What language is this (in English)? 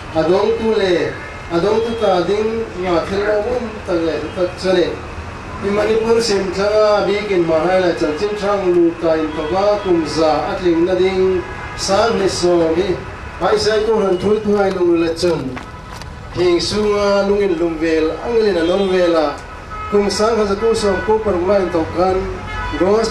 Hmar